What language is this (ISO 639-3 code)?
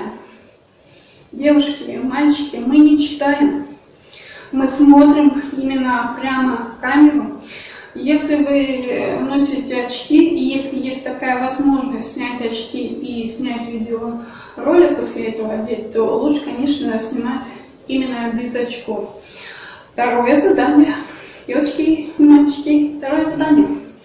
rus